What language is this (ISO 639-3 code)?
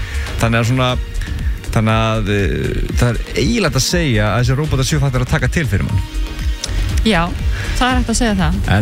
isl